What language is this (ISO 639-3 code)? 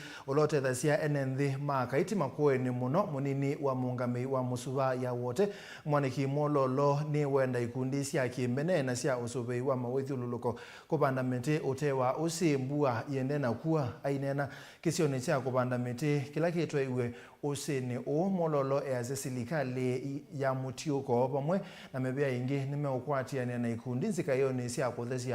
kam